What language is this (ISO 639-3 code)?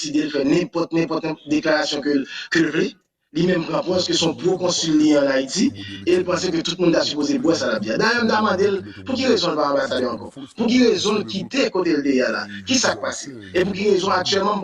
hat